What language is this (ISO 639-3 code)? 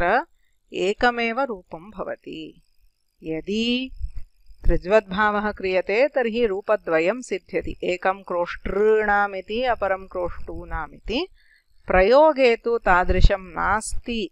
san